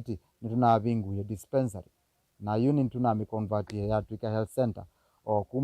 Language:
Kamba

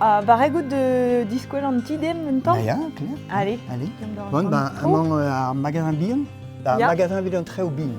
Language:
Breton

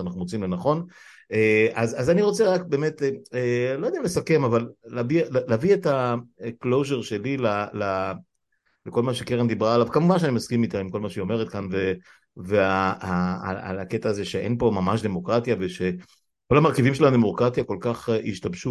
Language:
Hebrew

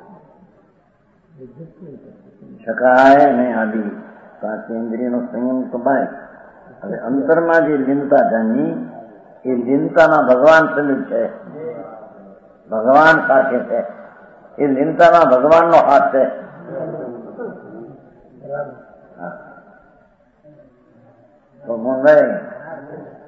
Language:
Gujarati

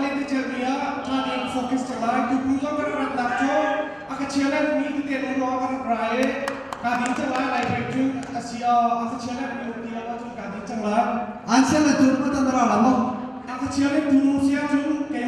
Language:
Hakha Chin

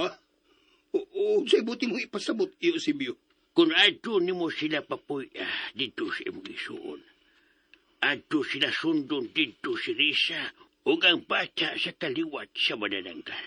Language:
Cebuano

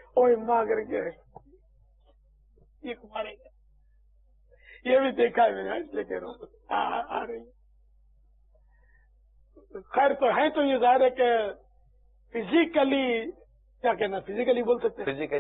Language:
Urdu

